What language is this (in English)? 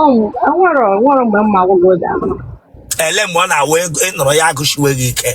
Igbo